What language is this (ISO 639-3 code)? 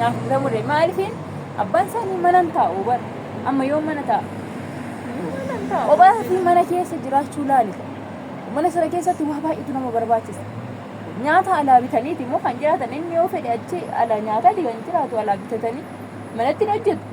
orm